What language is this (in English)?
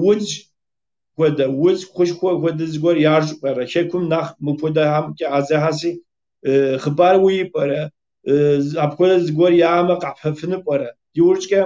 Kabardian